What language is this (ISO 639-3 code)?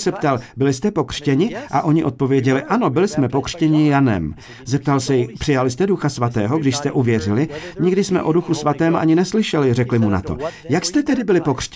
ces